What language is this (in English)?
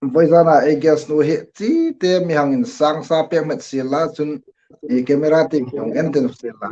Hmar